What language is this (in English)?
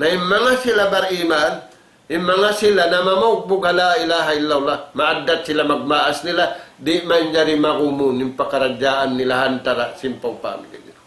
Tausug